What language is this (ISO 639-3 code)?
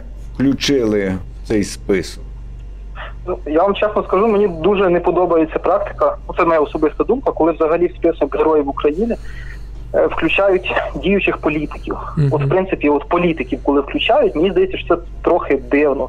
ukr